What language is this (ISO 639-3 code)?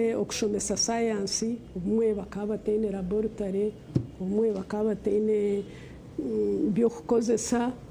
nyn